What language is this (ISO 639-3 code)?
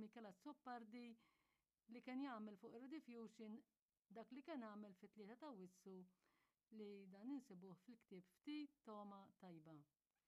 mlt